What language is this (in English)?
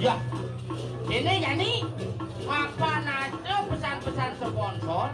Balinese